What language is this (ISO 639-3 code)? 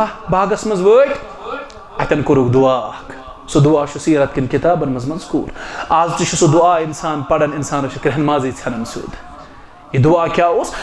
kas